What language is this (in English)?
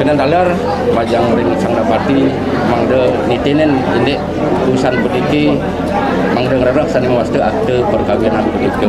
Balinese